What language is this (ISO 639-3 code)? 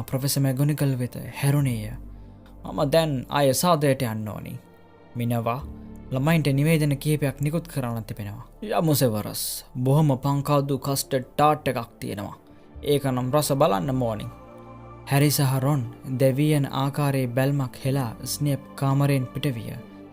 sin